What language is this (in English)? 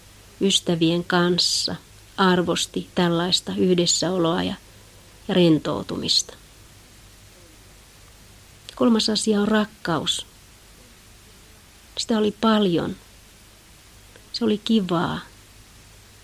Finnish